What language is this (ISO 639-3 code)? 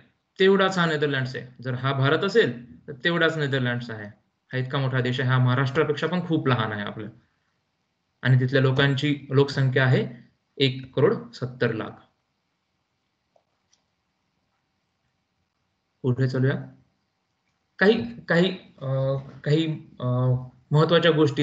mar